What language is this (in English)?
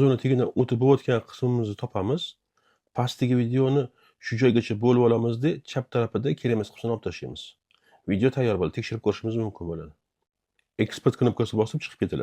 Uzbek